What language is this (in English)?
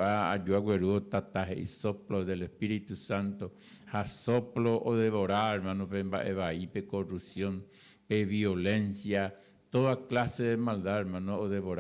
Guarani